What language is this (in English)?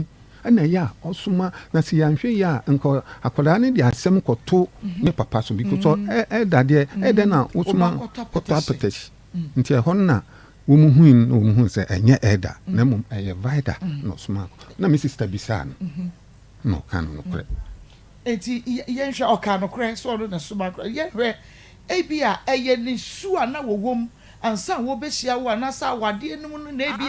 Akan